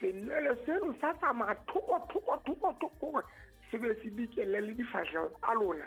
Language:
Southern Sotho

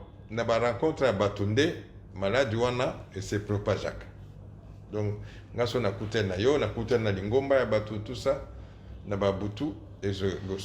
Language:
Lingala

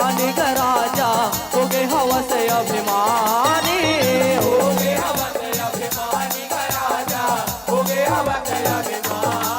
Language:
Chhattisgarhi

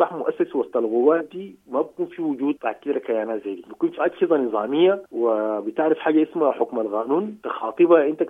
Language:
Sudanese Arabic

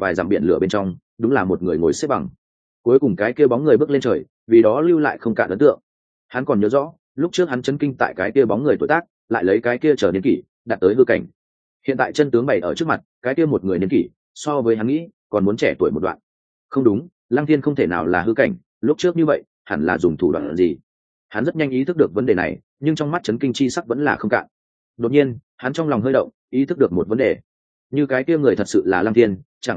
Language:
Vietnamese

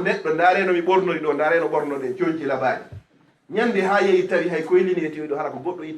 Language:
Fula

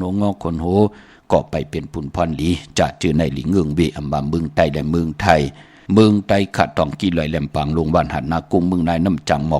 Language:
Shan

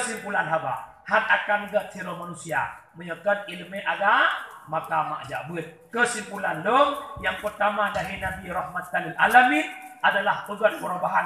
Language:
Achinese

